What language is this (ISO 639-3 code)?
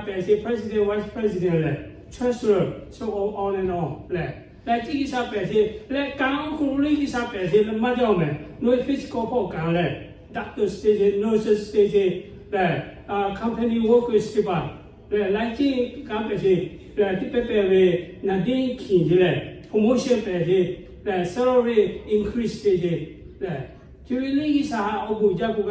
lhu